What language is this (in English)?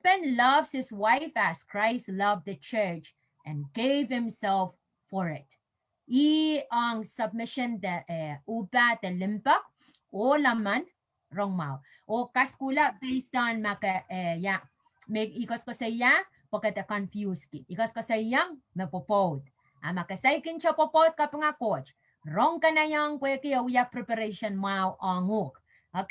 Pohnpeian